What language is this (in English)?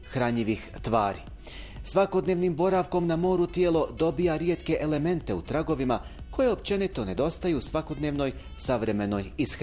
Bosnian